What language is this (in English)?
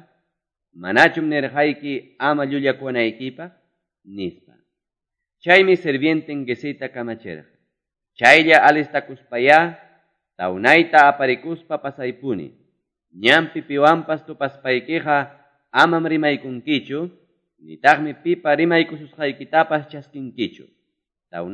Ayacucho Quechua